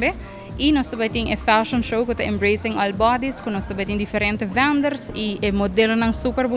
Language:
Papiamento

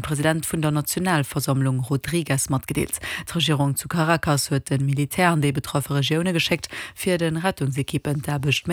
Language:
Luxembourgish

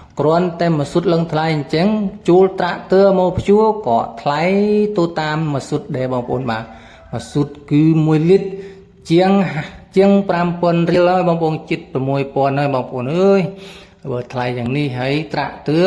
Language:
Khmer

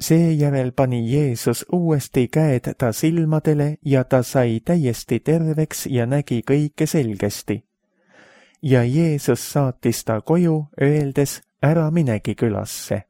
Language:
Estonian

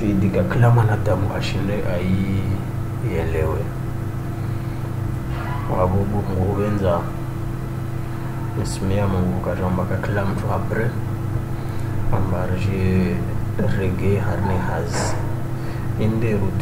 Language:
Swahili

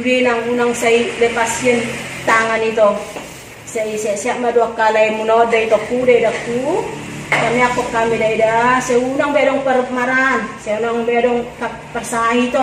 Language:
Batak Toba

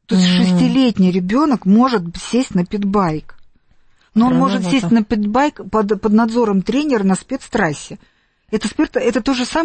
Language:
Russian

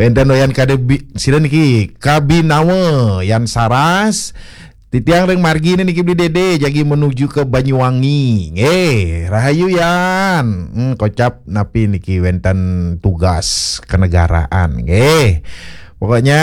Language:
Balinese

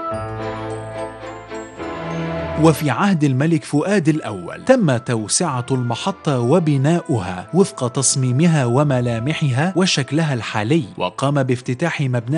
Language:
Arabic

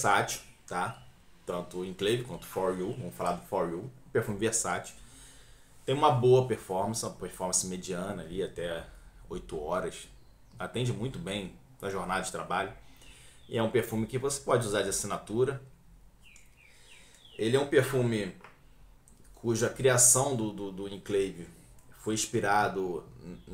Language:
Portuguese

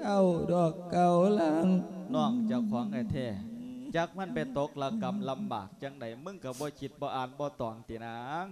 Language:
Lao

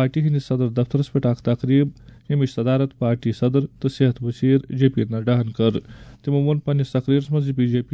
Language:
Kashmiri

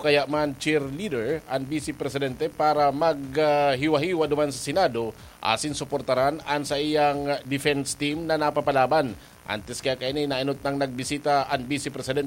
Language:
Bikol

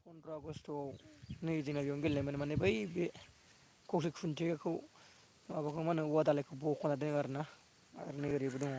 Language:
Bodo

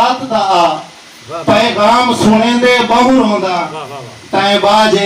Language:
Saraiki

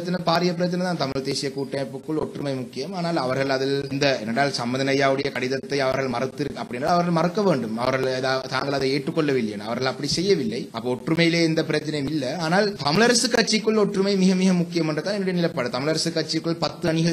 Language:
Tamil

